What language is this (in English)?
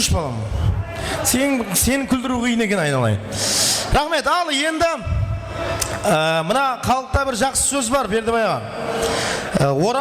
Kara-Kalpak